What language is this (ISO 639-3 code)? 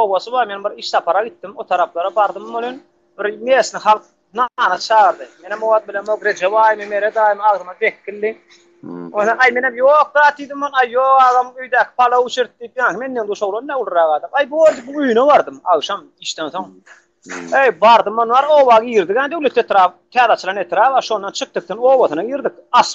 tuk